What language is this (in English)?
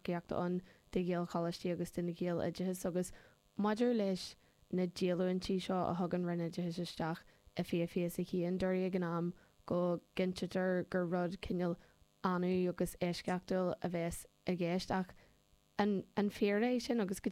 Irish